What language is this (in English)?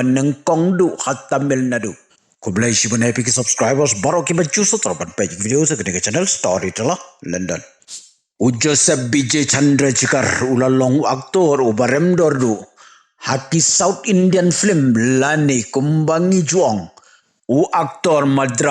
Khasi